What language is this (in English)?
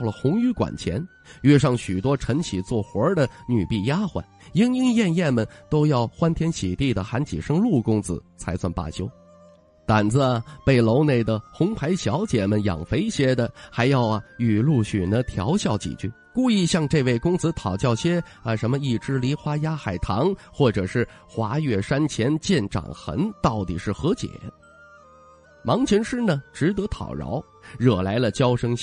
Chinese